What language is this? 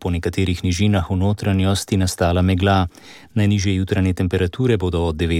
Slovenian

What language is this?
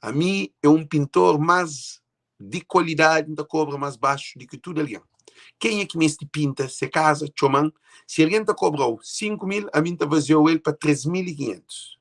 Kabuverdianu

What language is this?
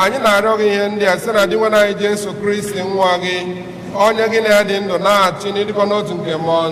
Igbo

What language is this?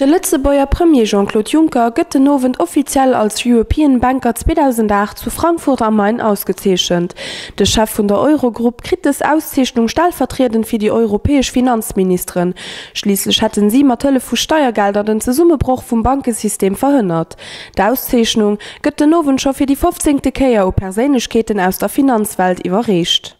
Luxembourgish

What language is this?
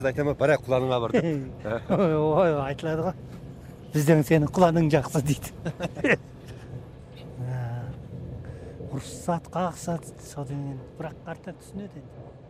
Kazakh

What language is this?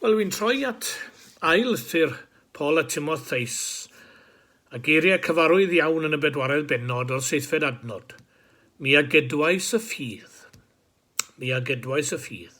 Welsh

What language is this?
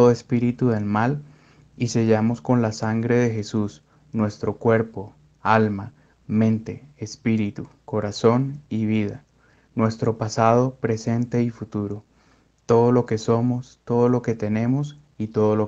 Spanish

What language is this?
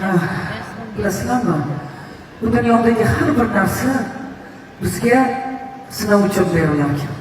Uzbek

